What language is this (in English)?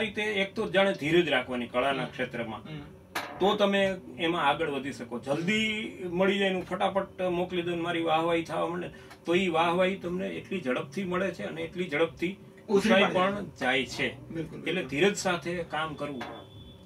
Gujarati